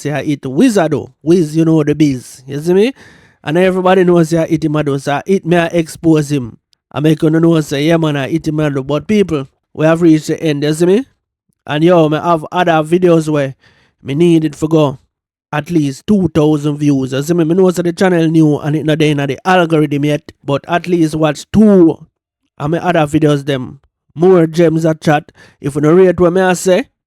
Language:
Jamaican Creole English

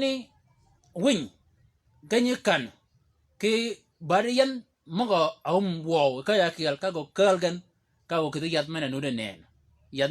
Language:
Shilluk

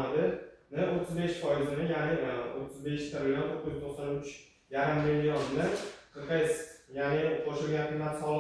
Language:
Uzbek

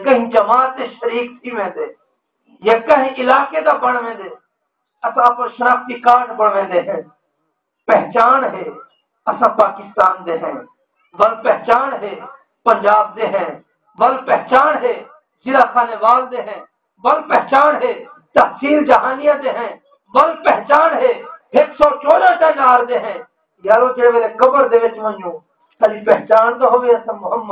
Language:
Saraiki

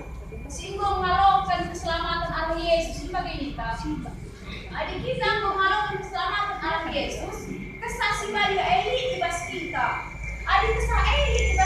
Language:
Batak Karo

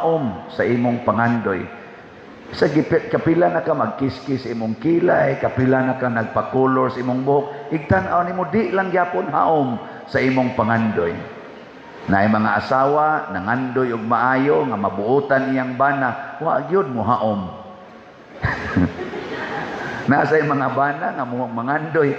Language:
Cebuano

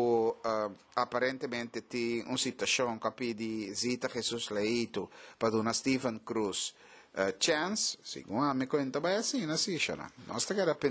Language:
Papiamento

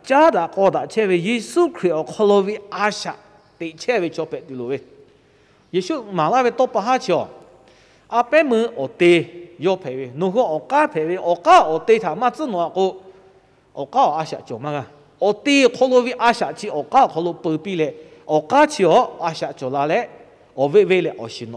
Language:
Lahu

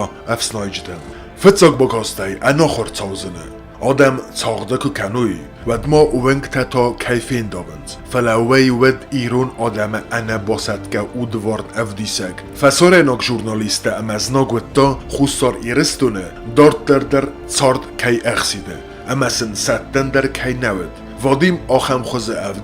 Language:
Ossetic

